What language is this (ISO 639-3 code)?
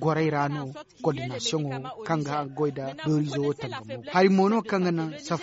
dje